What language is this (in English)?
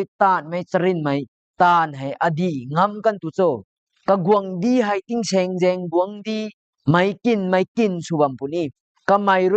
Rongmei Naga